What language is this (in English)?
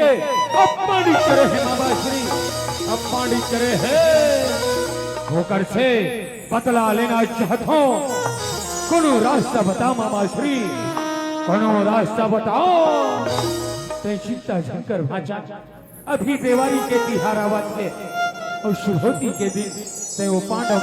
Chhattisgarhi